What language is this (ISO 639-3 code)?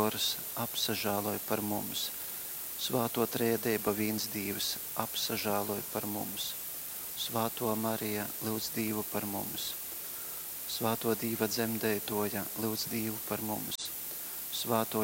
ltg